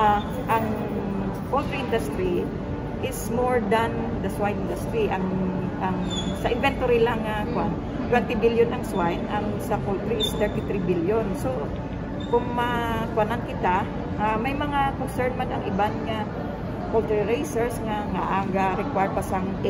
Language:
Hiligaynon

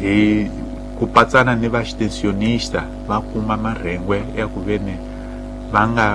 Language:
Tsonga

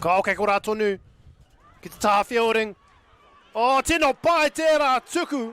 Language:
Māori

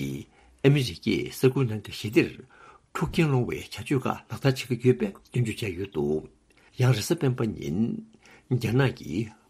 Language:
Tibetan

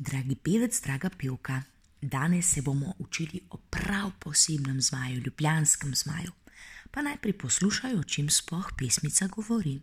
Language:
Slovenian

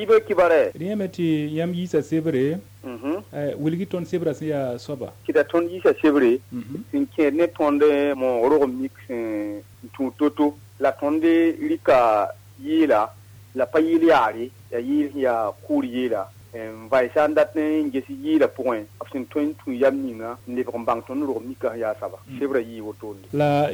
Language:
Mossi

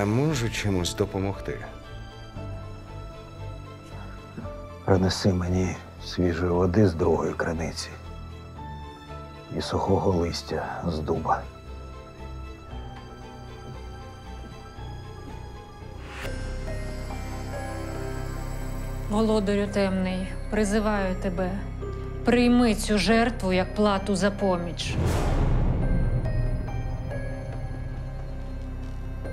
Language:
Ukrainian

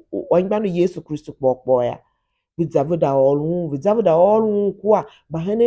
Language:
Tiv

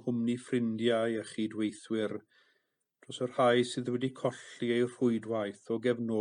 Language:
Welsh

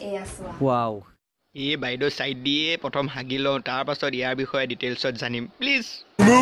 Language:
Assamese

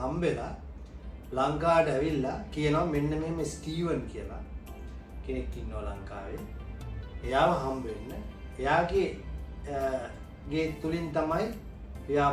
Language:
Sinhala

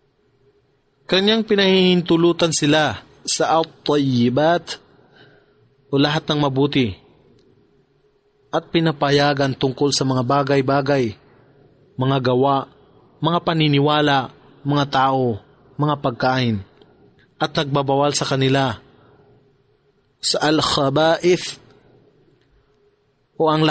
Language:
Filipino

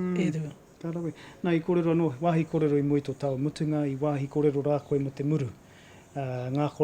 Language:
Māori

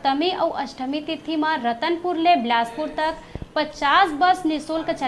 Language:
Chhattisgarhi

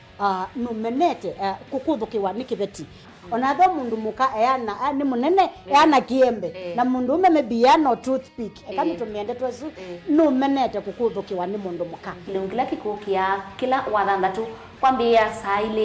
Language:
Kamba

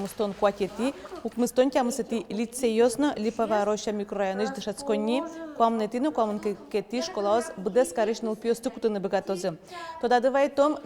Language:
Udmurt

